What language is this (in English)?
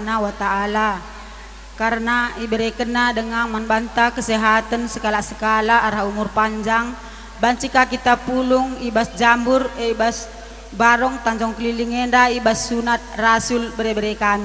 Batak Karo